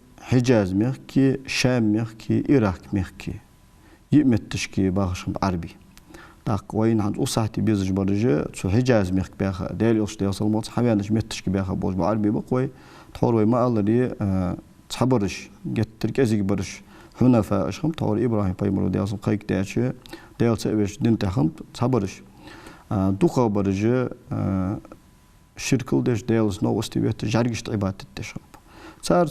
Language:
Ingush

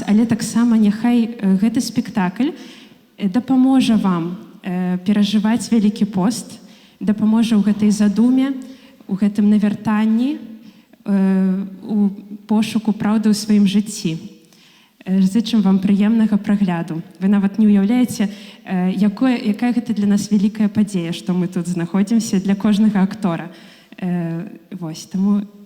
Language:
Belarusian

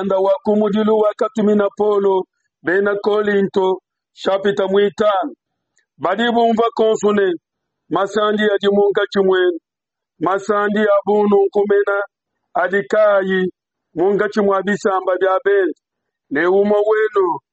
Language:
Luba-Lulua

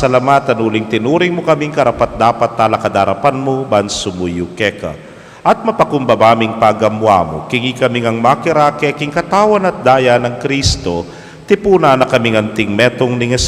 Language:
Pampanga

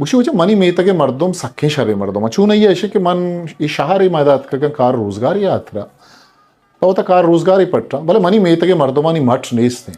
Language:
Eastern Balochi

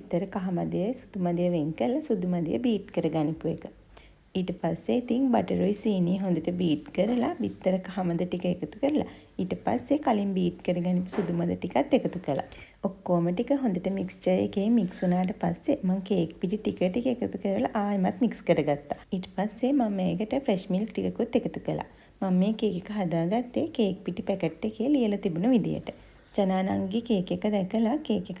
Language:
Sinhala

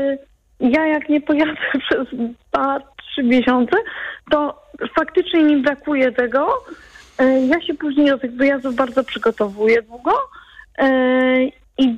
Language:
Polish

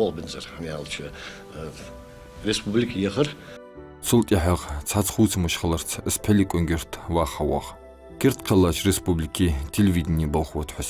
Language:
Ingush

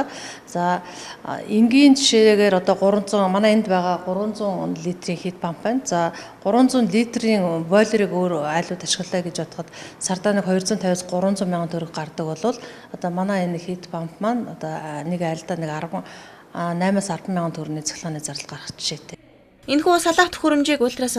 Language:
Mongolian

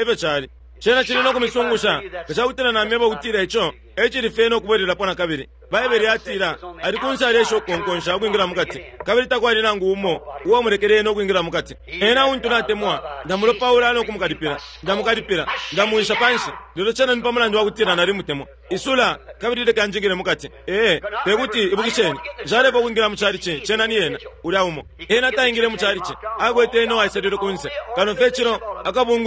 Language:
Bemba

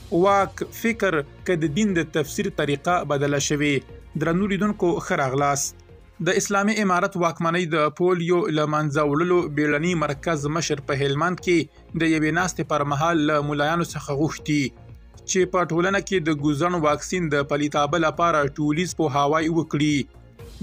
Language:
Pashto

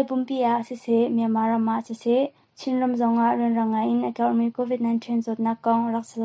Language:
Hakha Chin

